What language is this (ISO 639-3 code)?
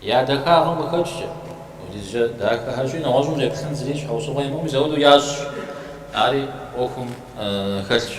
kbd